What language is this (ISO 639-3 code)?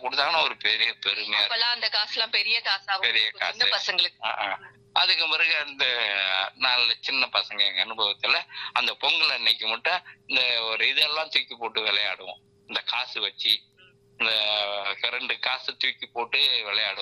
tam